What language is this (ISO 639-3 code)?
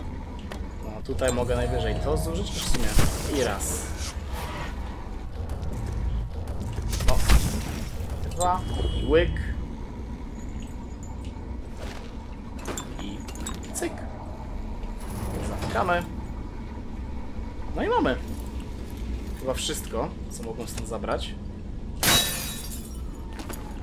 pol